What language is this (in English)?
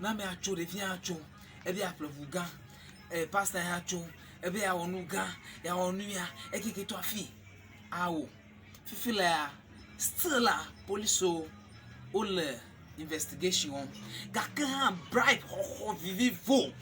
Ewe